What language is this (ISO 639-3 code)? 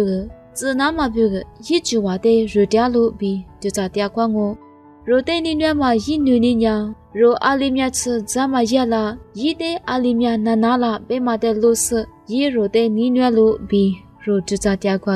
lis